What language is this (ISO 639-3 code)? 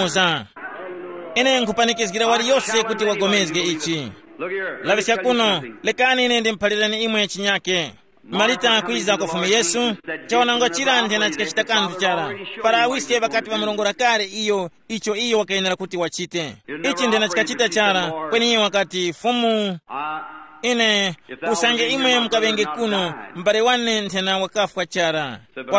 tum